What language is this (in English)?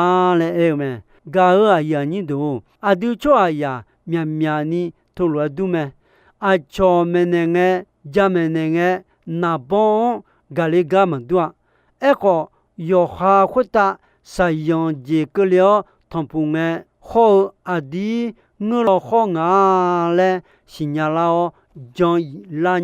Akha